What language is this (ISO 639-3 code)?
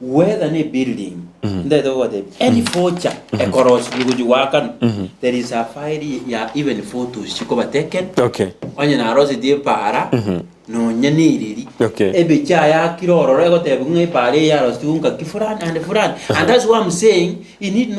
guz